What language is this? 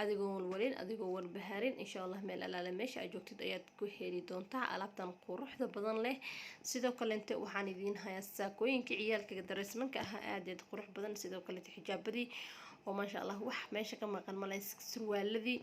Somali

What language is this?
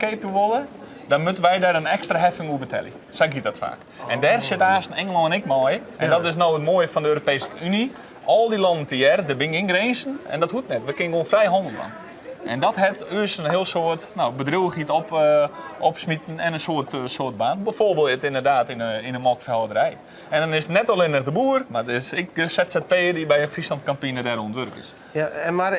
Western Frisian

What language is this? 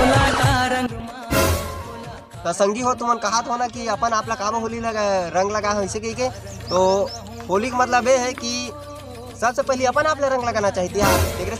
Chhattisgarhi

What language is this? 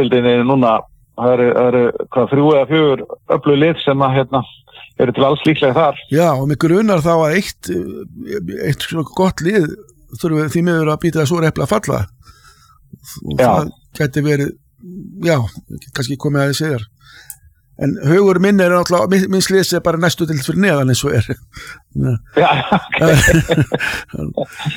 Icelandic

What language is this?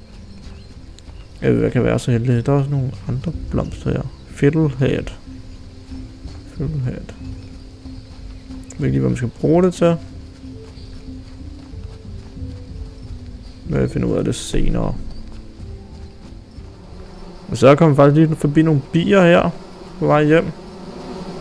Danish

